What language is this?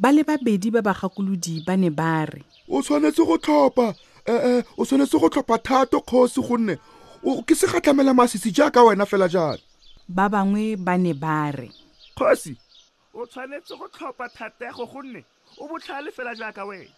Tswana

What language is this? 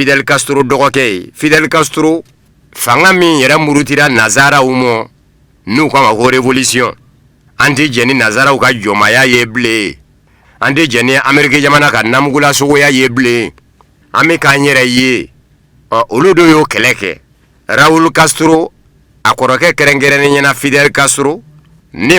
Bambara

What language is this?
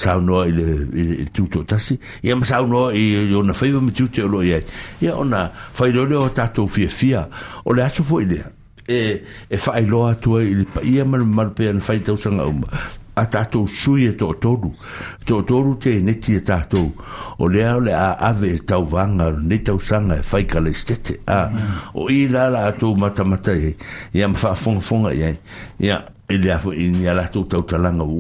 Samoan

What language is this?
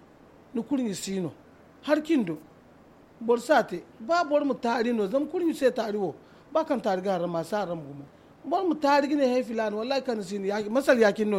Zarma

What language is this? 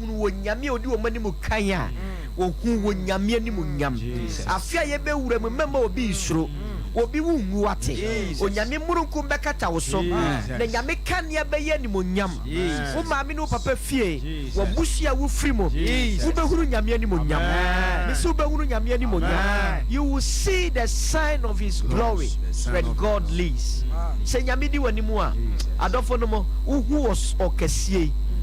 Akan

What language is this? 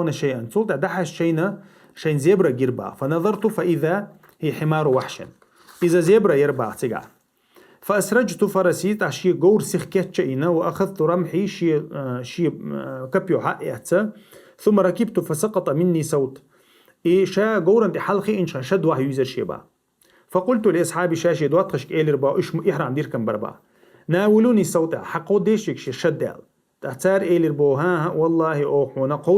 Chechen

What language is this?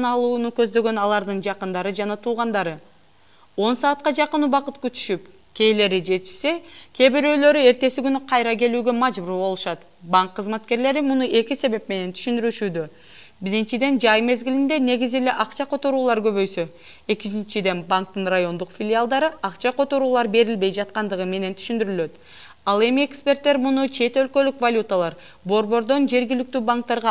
Kyrgyz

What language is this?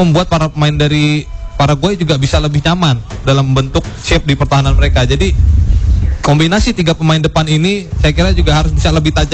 Indonesian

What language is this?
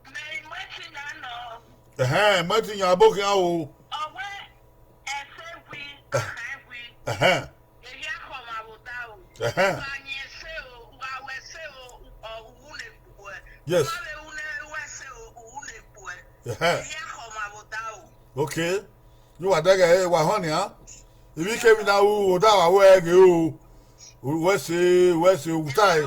Bini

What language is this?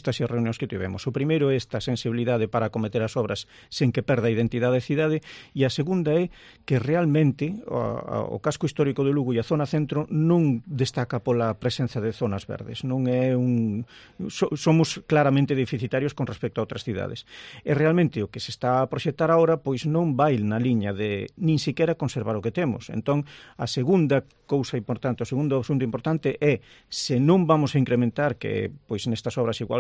Galician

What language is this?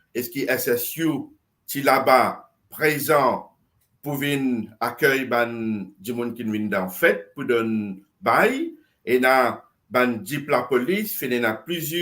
Morisyen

